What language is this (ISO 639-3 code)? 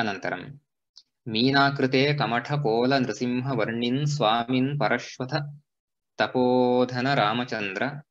san